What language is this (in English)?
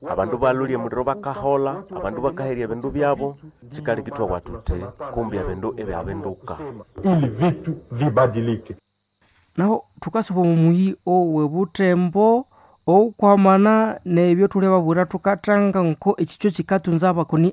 Nande